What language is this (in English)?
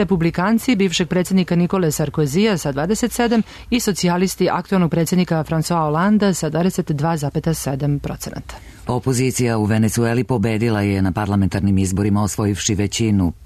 Serbian